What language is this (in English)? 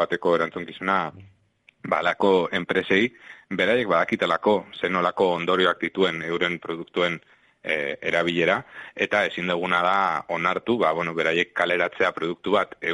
Basque